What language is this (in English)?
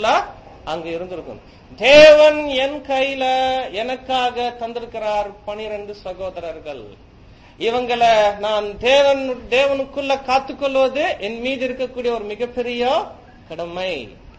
Tamil